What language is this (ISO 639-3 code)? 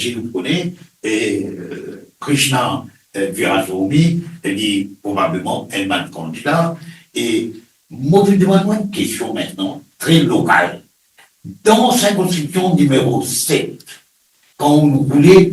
mfe